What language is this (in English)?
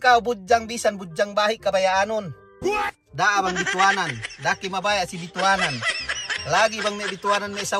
Yakan